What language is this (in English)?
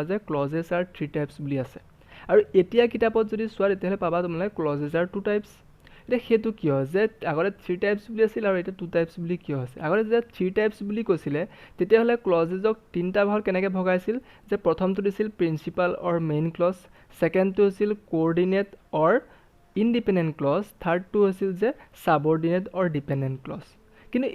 Assamese